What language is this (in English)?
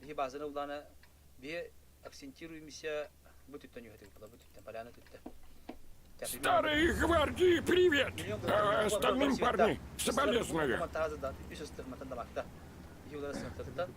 Yakut